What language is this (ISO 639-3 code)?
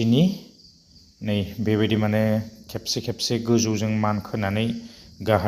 brx